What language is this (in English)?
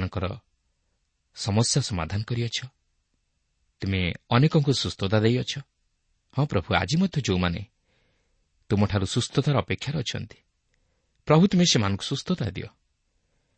Odia